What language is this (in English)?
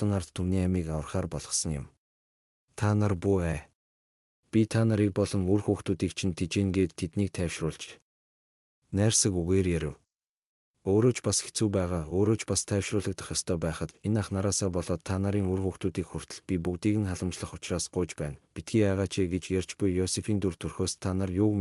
Mongolian